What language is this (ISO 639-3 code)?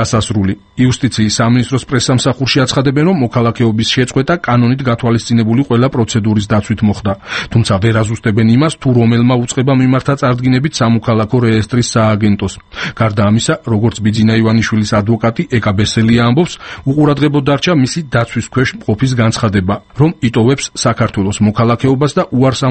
kat